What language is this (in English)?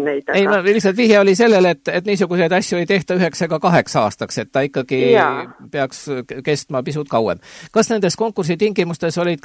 Estonian